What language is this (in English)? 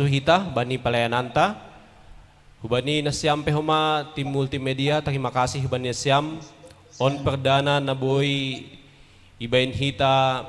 Batak Simalungun